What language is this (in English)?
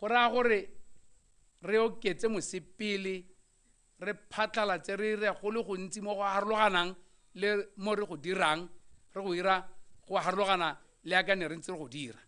Tswana